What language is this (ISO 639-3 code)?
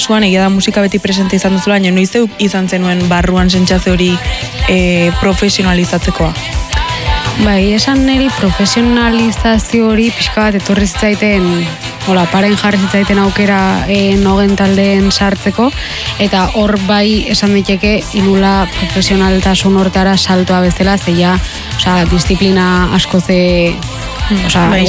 eus